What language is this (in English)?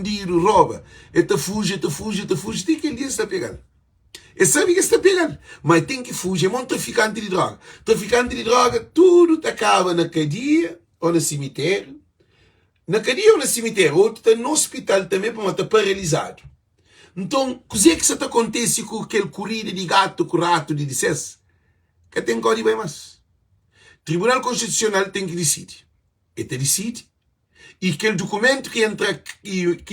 Kabuverdianu